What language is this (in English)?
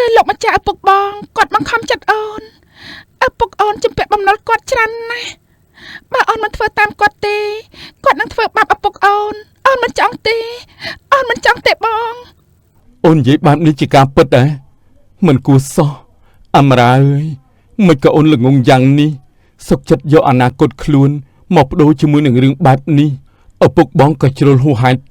Khmer